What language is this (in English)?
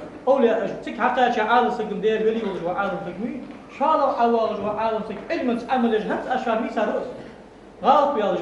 Ingush